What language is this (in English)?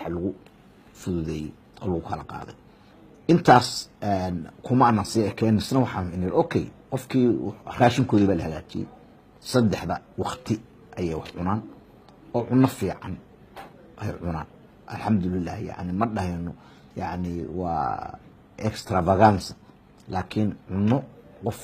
Somali